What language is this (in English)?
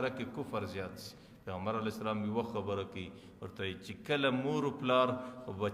Pashto